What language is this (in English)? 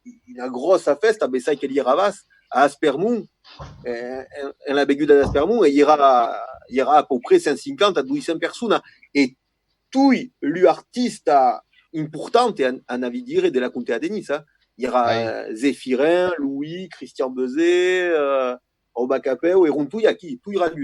Occitan